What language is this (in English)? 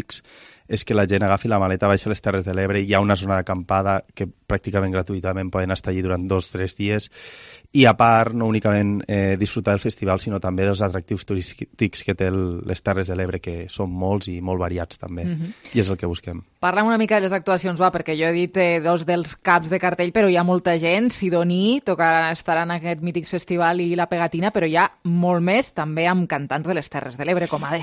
Catalan